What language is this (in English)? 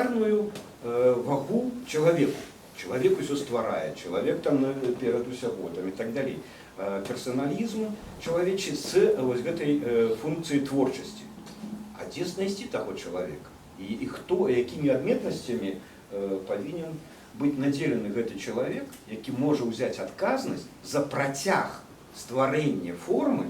Belarusian